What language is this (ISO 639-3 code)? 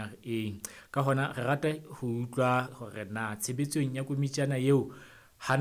sot